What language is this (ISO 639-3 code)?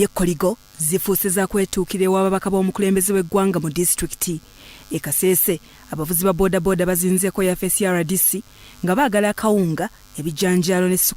lug